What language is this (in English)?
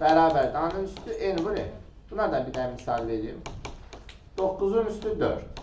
Azerbaijani